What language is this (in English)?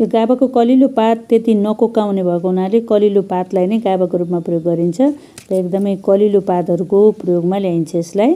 Nepali